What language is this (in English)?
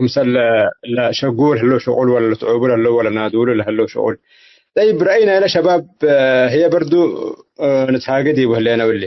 Tigre